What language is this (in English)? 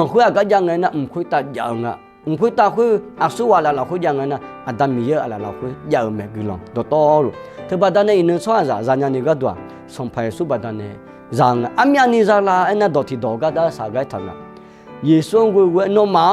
Akha